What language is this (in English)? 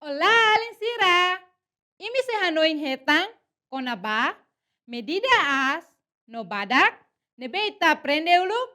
Tetum